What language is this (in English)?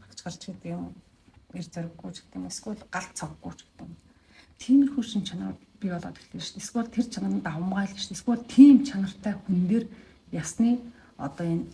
Mongolian